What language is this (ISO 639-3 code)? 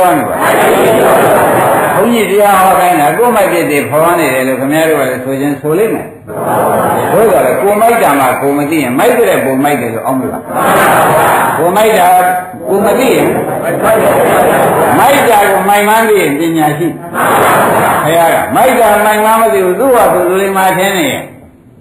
mya